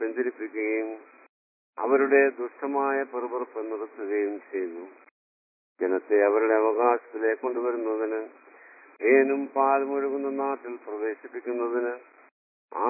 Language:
Malayalam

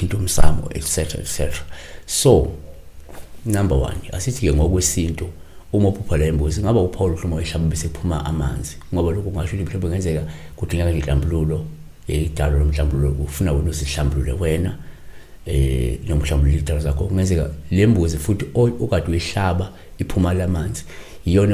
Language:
Zulu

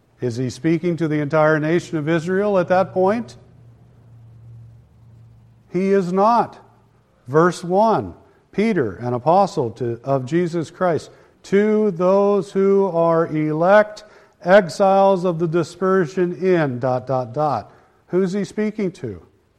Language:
English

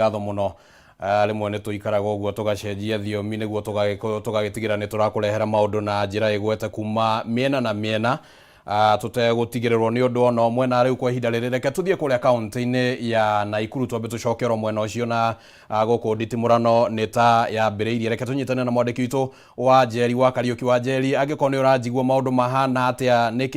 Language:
Kikuyu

